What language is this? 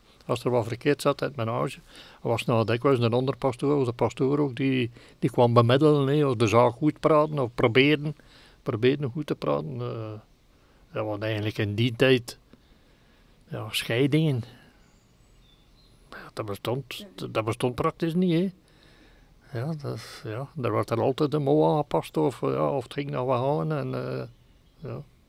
Dutch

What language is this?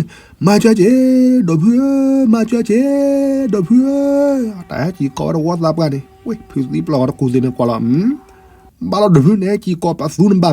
S'gaw Karen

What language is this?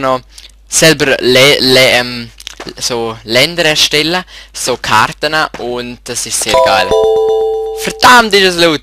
Swiss German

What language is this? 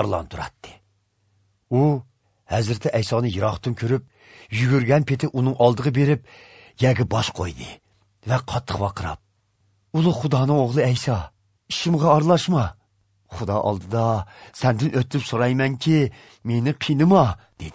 Uyghur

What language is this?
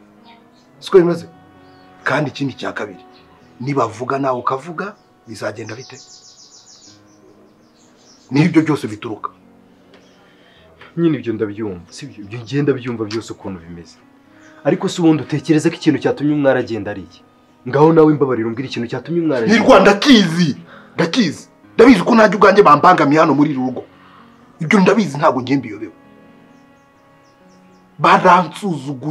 Kinyarwanda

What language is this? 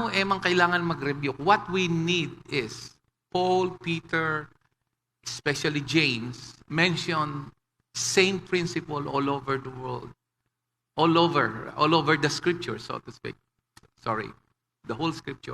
Pampanga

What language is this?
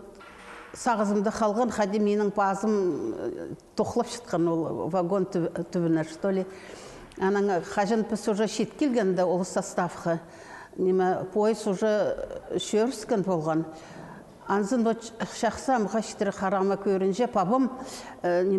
Khakas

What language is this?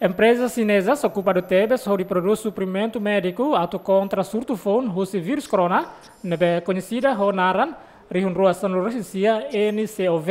Tetum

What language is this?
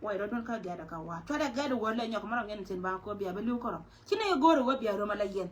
Nuer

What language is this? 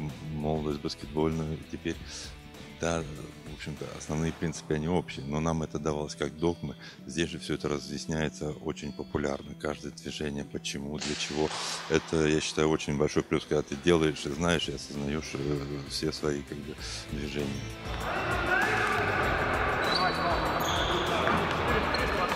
Russian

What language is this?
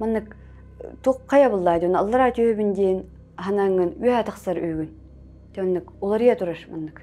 Yakut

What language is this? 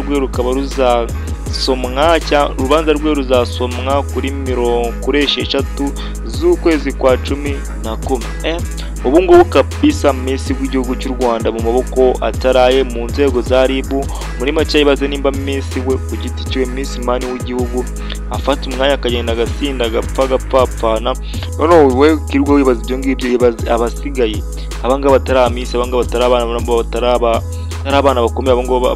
Kinyarwanda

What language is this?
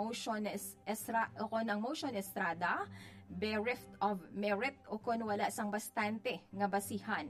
Hiligaynon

